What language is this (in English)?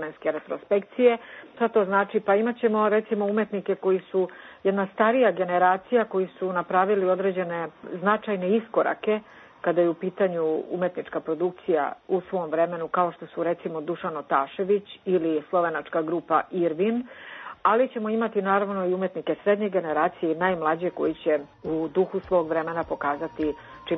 Serbian